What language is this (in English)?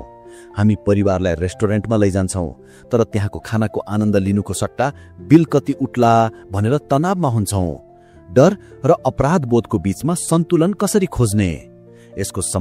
Nepali